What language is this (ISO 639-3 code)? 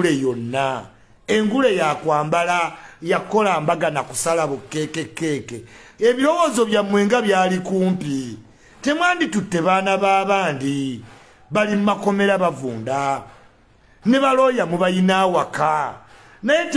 lug